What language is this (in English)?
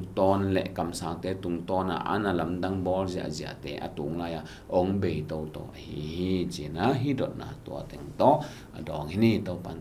Tedim Chin